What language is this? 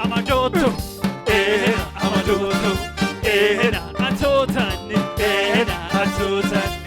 Sidamo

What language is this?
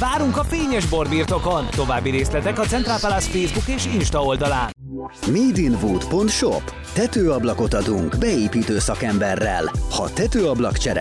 Hungarian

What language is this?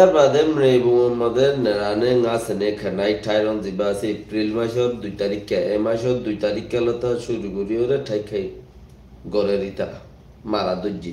Rohingya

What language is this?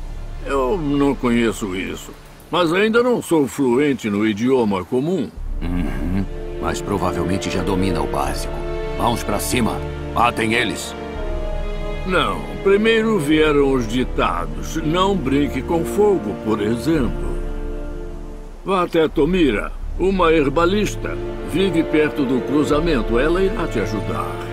Portuguese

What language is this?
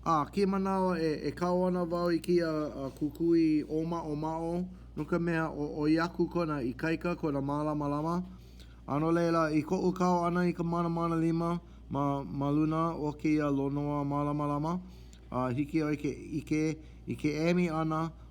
Hawaiian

